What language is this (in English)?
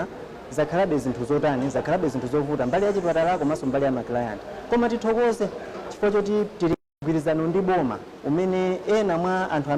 Nyanja